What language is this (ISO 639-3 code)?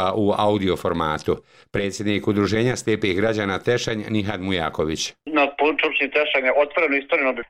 bos